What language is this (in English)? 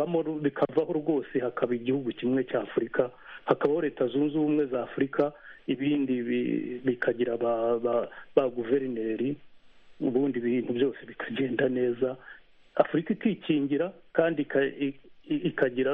Kinyarwanda